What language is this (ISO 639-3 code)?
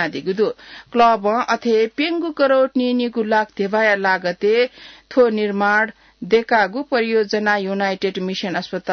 new